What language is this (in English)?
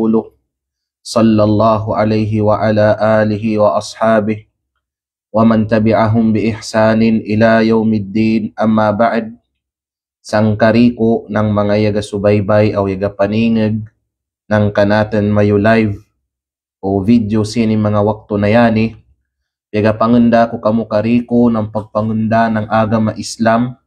Kalagan